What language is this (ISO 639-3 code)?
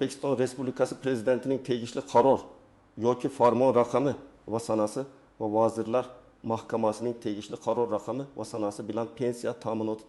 uzb